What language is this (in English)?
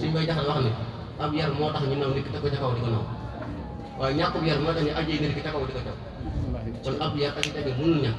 Wolof